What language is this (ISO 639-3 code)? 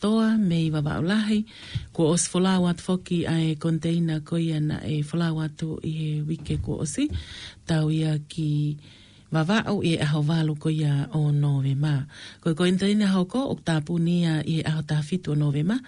ton